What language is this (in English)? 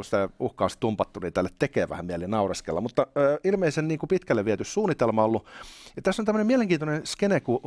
Finnish